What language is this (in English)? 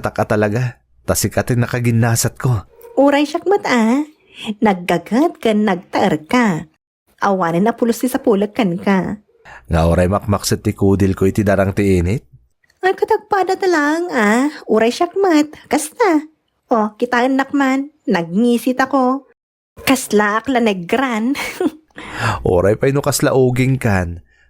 Iloko